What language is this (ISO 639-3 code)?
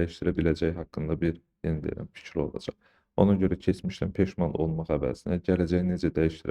aze